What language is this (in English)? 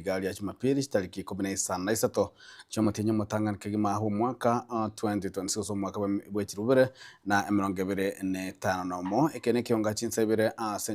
Gusii